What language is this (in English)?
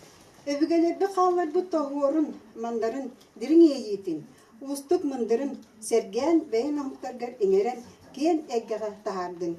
Yakut